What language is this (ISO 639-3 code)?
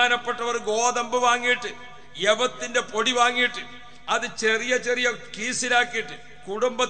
mal